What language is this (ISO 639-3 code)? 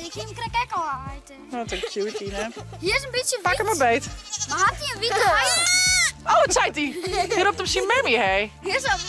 fry